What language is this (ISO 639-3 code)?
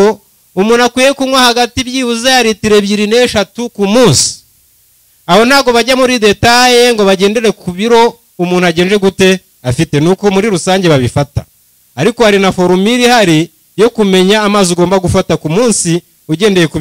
kin